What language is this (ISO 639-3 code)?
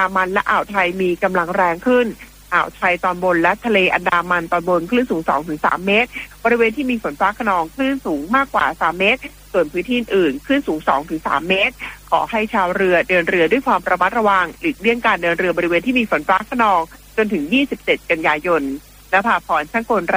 tha